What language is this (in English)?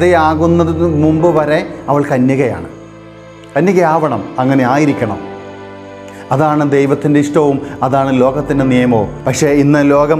Malayalam